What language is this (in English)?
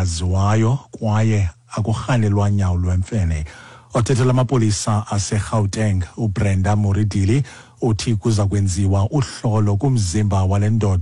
Xhosa